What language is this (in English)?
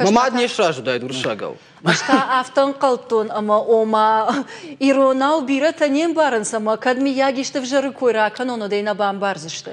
Ossetic